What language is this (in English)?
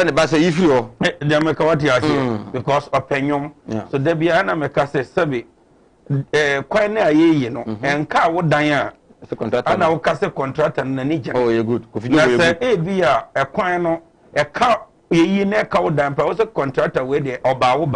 Akan